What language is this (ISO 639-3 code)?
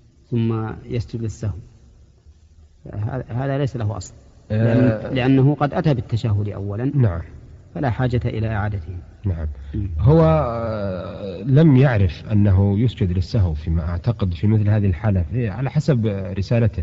ara